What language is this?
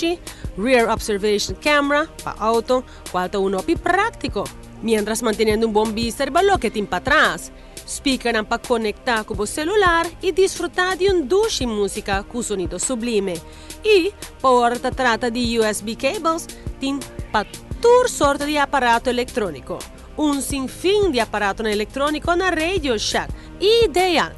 Papiamento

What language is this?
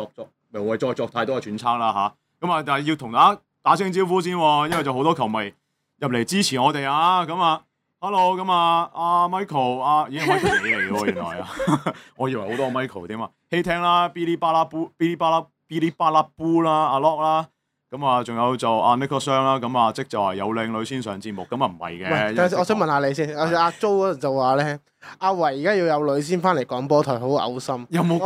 Cantonese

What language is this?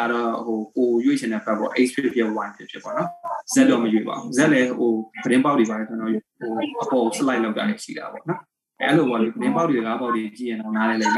Burmese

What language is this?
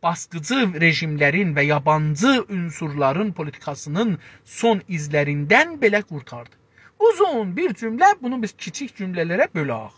South Azerbaijani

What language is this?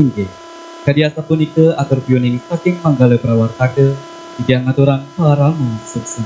Balinese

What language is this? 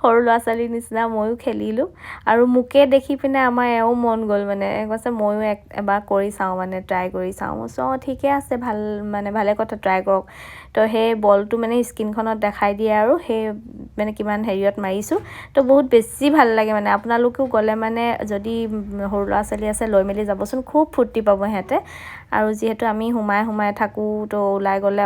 Assamese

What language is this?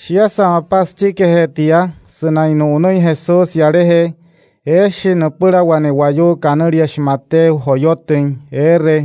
Wayuu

